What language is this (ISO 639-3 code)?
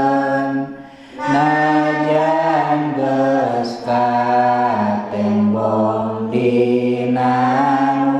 sun